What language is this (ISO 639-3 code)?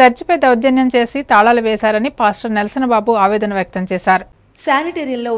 tel